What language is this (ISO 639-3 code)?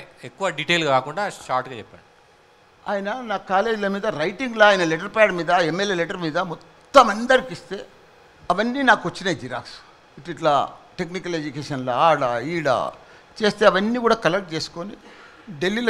tel